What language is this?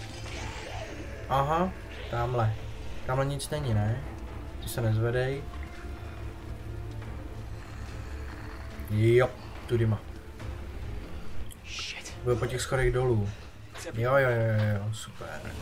Czech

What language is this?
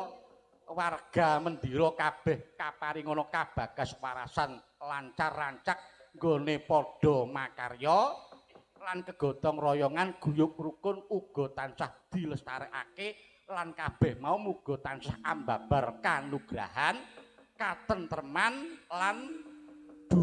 Javanese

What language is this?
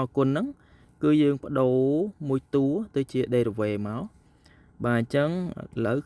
Khmer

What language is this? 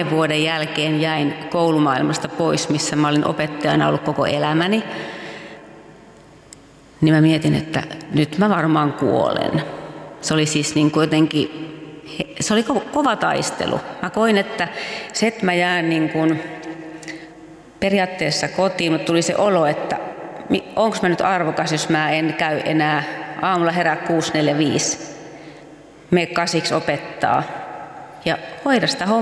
Finnish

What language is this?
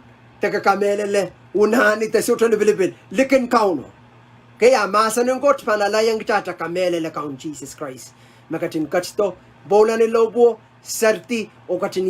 Pohnpeian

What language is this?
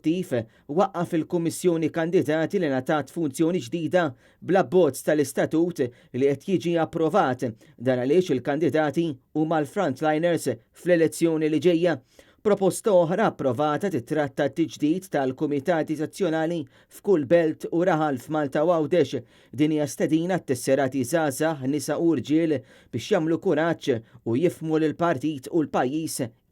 Maltese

